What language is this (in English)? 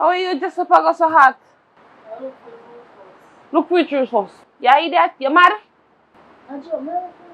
Jamaican Creole English